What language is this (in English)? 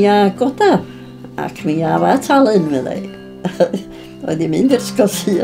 Welsh